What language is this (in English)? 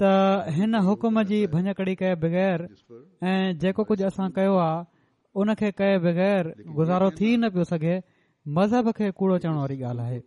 Sindhi